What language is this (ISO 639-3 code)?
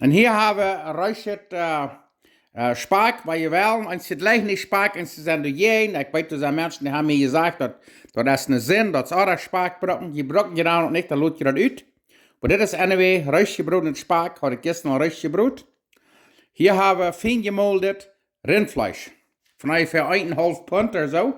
pdt